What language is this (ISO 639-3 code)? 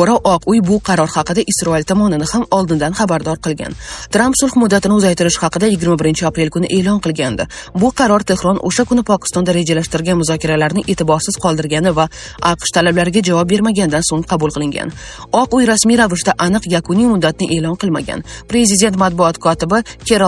uzb